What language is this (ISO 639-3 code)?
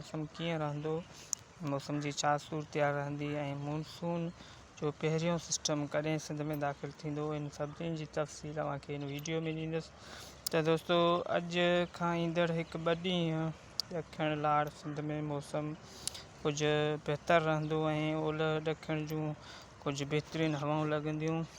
snd